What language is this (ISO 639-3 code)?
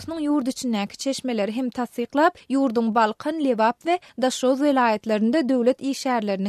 tuk